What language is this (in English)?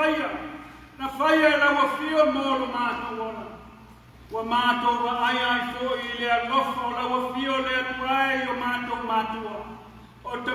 Samoan